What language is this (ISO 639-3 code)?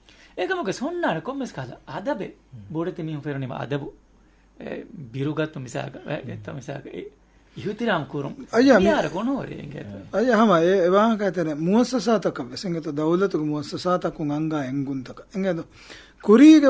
div